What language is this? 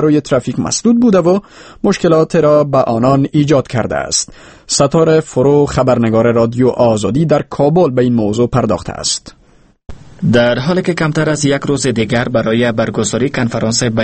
Persian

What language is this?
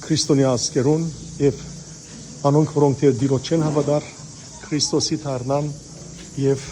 Western Armenian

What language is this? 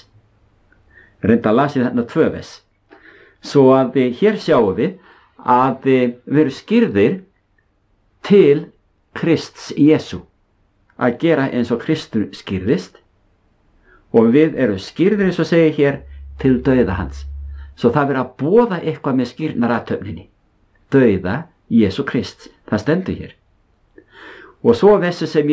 Icelandic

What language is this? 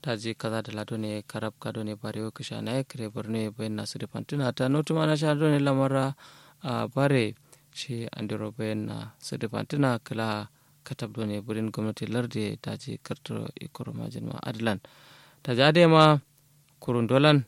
Kanuri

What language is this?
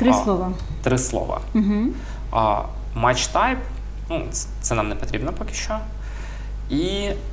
Ukrainian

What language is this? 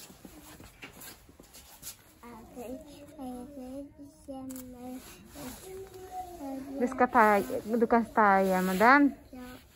Norwegian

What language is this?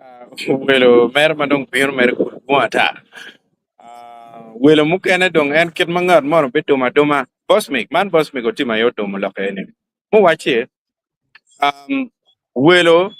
Acoli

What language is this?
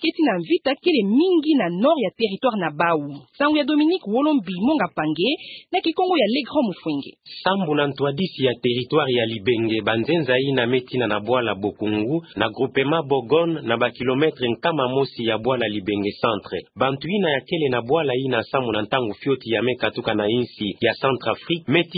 Kituba (Democratic Republic of Congo)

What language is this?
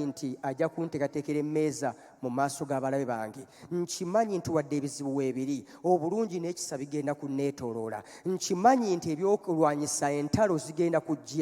Ganda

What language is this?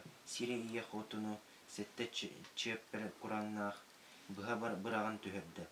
Yakut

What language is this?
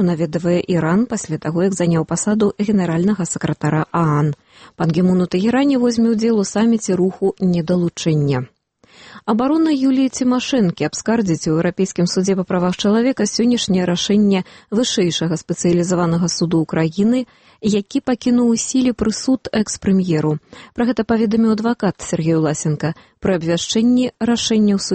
Belarusian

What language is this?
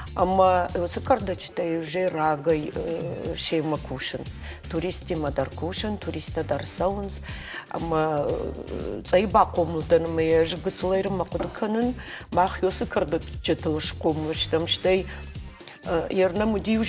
Ossetic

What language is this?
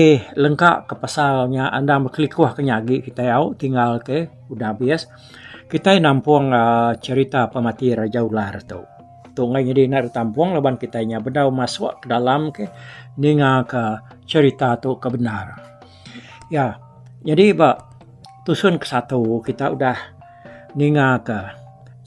Iban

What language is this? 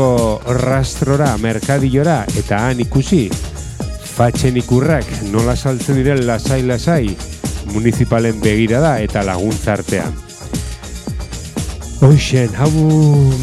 Basque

